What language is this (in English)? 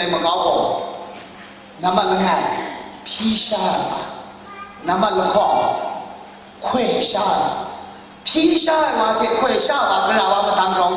Kachin